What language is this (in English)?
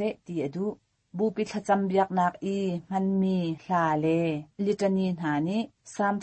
Hakha Chin